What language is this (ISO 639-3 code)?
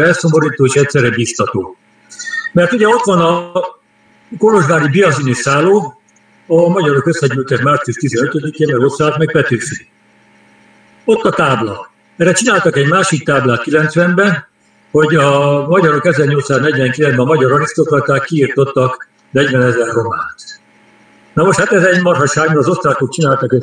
hun